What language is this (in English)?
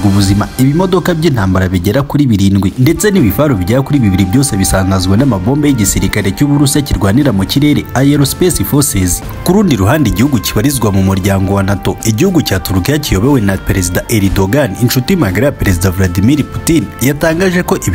Kinyarwanda